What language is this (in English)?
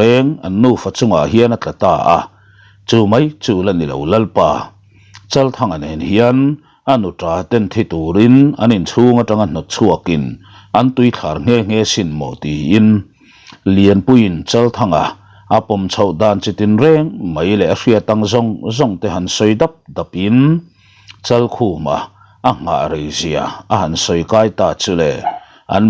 Mizo